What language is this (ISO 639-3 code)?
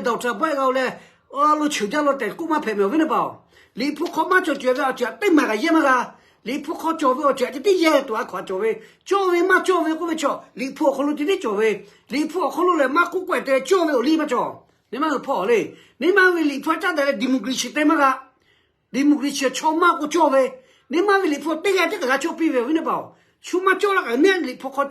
lhu